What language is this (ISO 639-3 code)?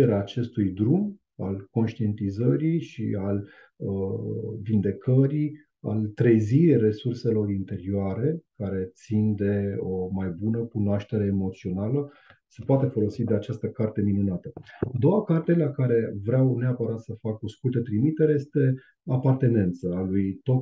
ron